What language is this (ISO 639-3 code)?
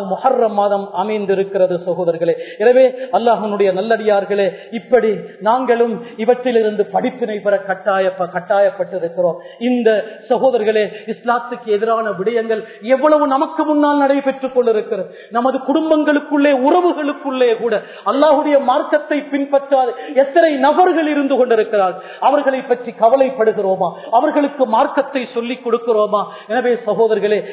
tam